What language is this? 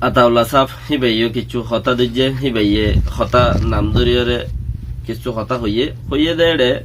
Rohingya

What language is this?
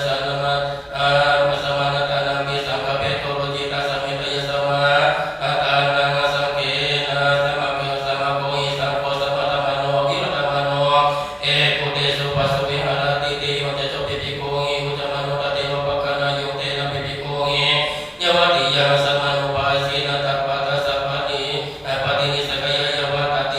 Pali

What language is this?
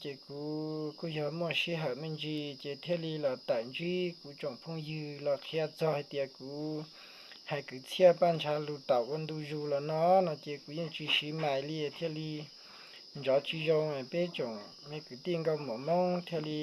Hmong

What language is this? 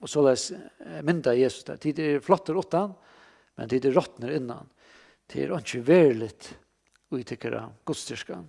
Faroese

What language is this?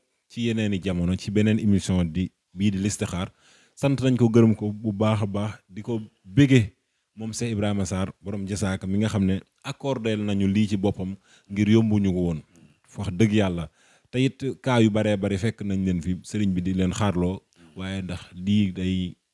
Wolof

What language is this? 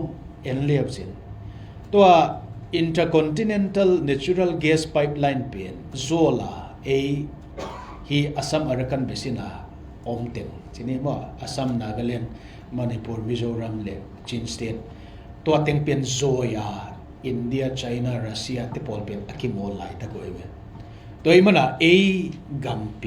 Tedim Chin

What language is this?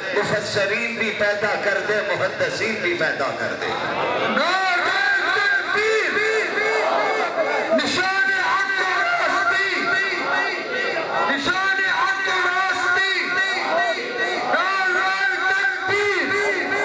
Urdu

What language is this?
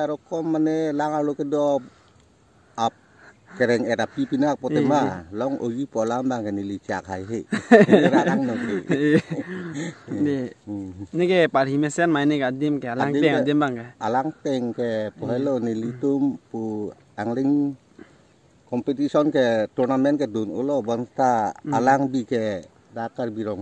Karbi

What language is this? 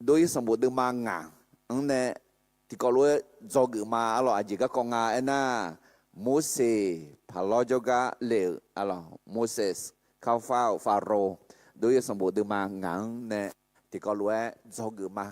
Akha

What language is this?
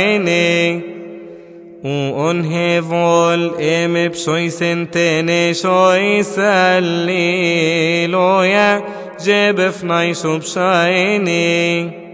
Coptic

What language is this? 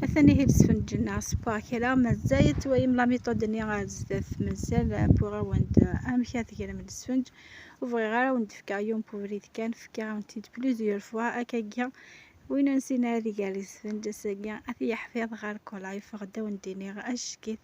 Kabyle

